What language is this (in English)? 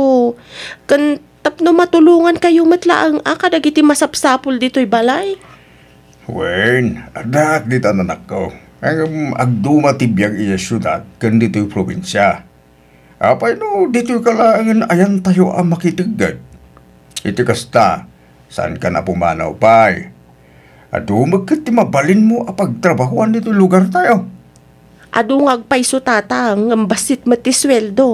Iloko